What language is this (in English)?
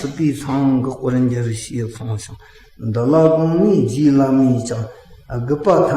Tibetan